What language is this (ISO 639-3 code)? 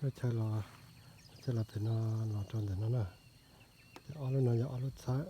hmn